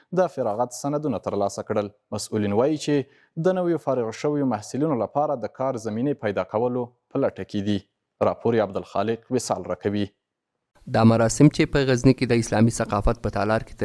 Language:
Pashto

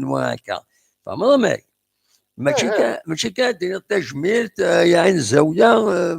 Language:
Kabyle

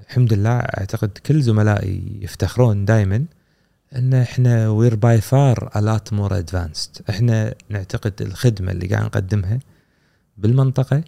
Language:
Gulf Arabic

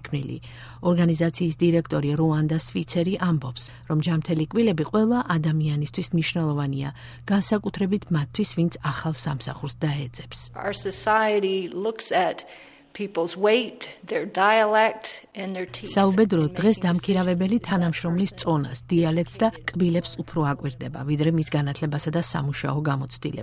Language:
Georgian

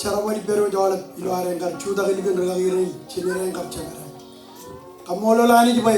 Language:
Marshallese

